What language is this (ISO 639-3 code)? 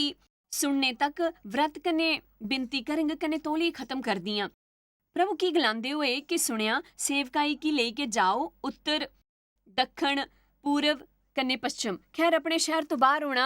doi